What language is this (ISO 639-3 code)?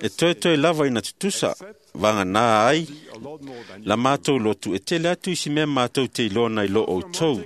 smo